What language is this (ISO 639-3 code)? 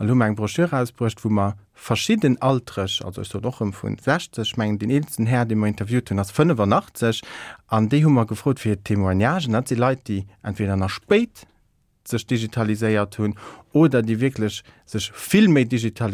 ltz